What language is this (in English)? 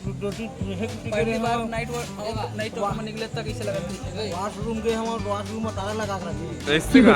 Chhattisgarhi